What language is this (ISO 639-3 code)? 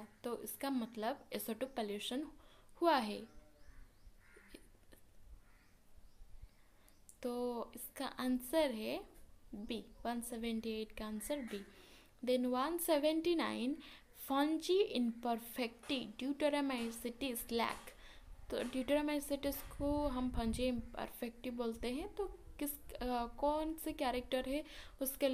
hin